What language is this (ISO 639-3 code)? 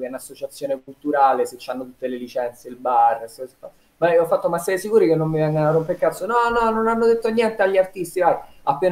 ita